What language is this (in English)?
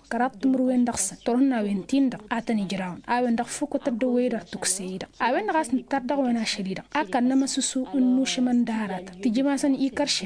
Tamasheq